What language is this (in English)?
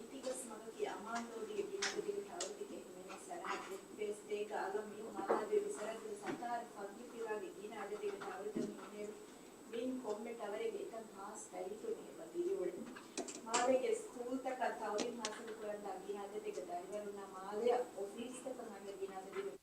Divehi